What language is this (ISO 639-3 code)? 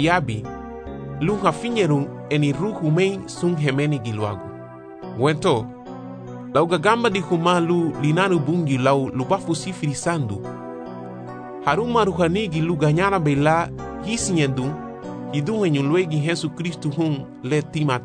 cab